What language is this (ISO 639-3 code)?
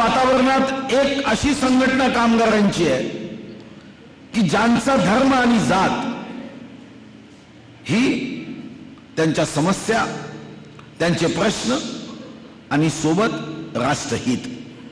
mar